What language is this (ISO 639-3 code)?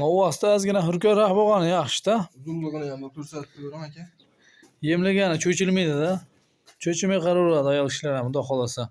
uzb